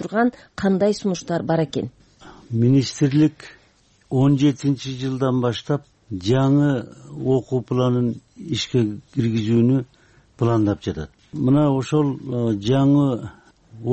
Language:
Kyrgyz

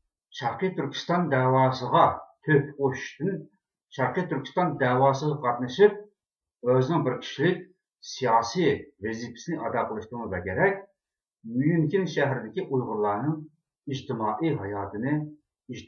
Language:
Uyghur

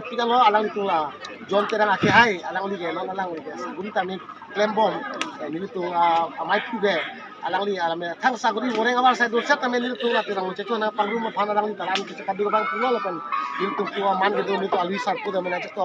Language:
Karbi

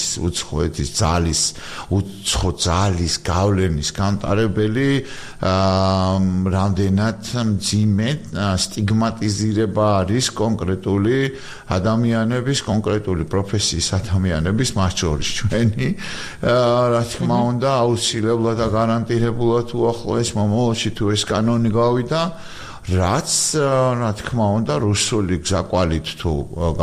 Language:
Georgian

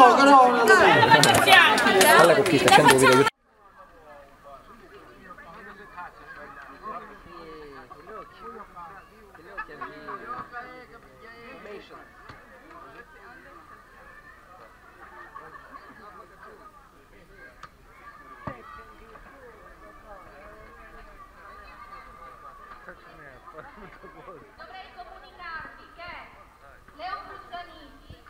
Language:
Italian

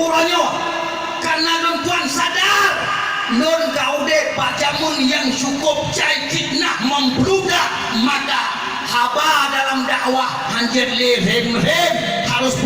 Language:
Achinese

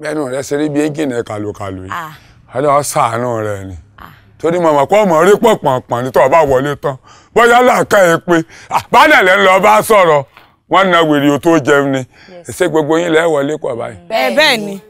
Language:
Yoruba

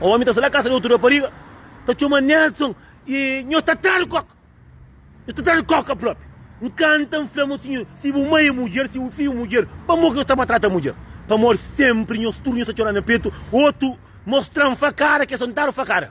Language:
Kabuverdianu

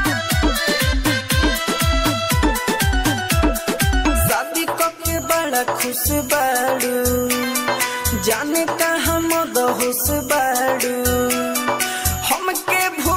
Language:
Bhojpuri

